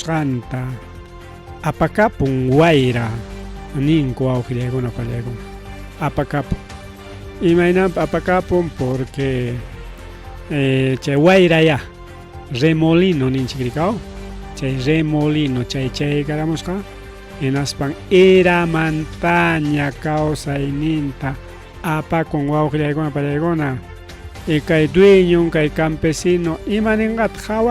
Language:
Ayacucho Quechua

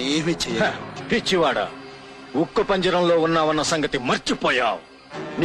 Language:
Telugu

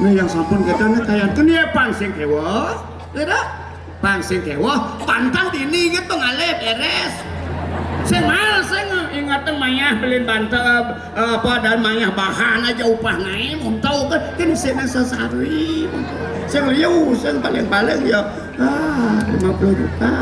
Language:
Balinese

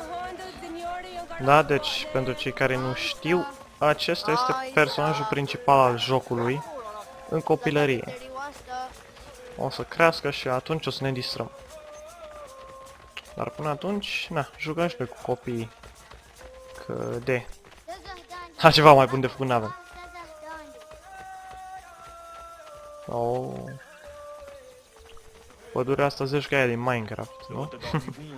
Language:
Romanian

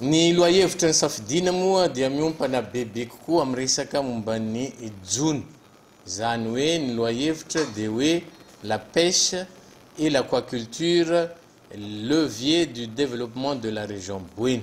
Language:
Malagasy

